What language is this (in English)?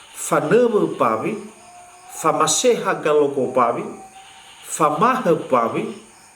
Nias